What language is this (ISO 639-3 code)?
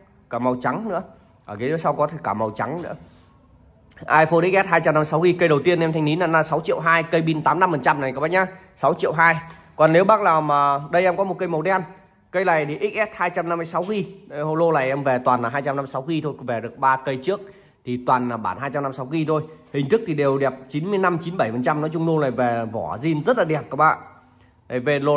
vie